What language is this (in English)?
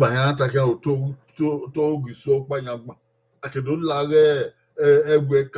Bini